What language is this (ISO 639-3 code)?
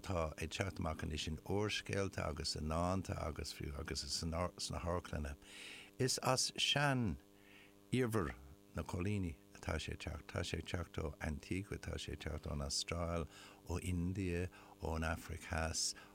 gle